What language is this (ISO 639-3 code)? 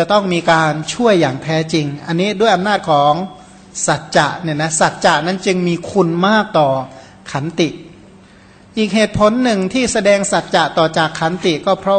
tha